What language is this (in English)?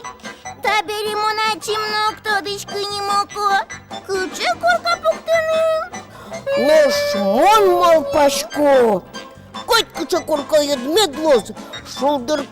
Udmurt